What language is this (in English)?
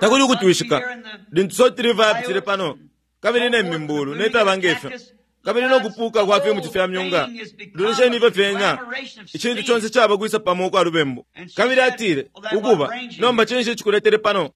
Bemba